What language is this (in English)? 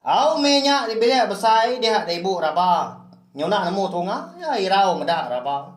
Iban